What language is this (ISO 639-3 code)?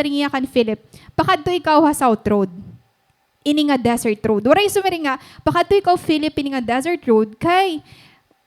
war